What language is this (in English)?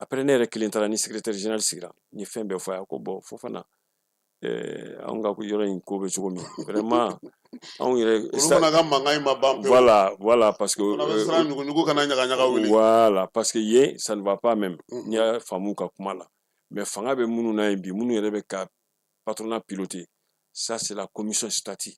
Bambara